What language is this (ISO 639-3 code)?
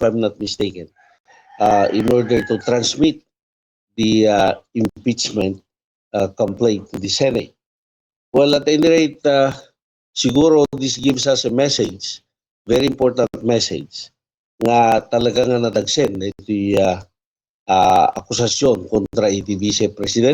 ilo